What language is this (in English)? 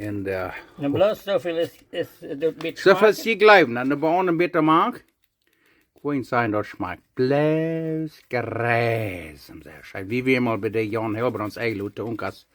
Plautdietsch